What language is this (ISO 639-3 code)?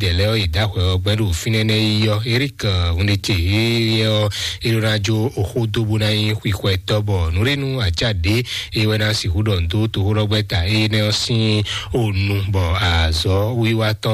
fon